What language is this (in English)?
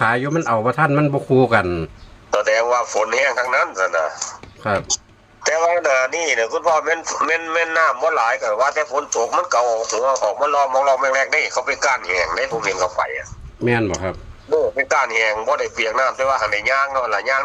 Northeastern Thai